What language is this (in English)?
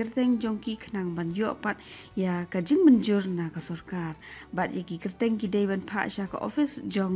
Khasi